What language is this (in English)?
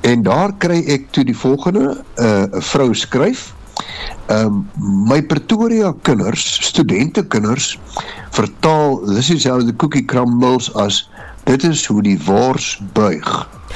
Afrikaans